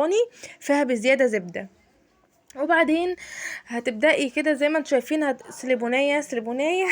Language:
Egyptian Arabic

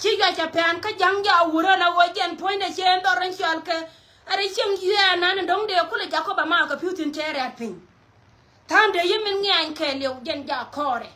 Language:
Nuer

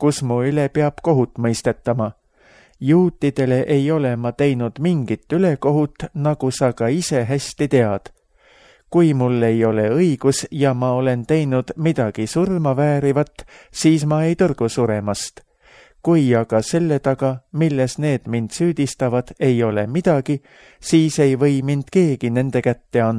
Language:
Estonian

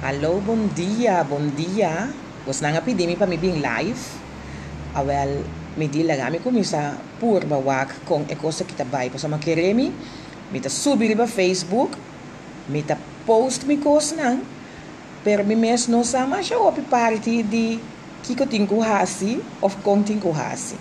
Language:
Papiamento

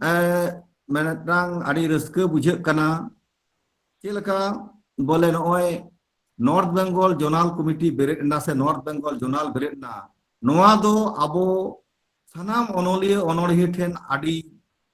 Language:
Santali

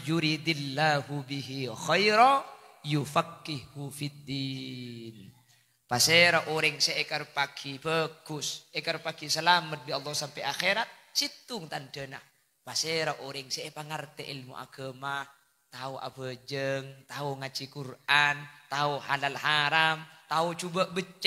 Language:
Madurese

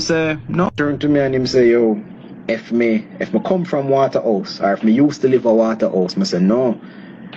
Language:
Jamaican Creole English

